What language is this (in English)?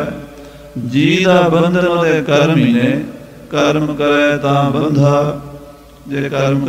Punjabi